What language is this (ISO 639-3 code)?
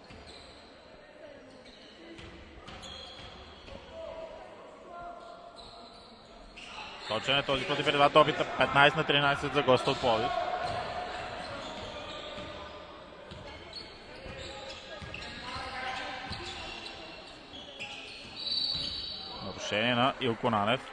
bul